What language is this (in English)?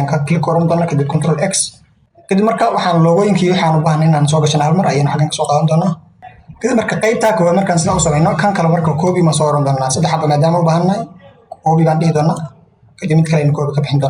Somali